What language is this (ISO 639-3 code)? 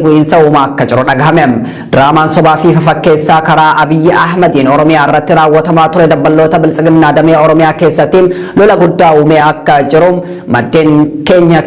orm